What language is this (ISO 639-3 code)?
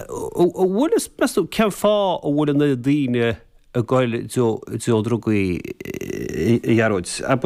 gle